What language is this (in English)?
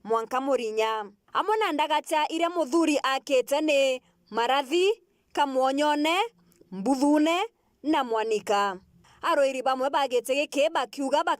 Meru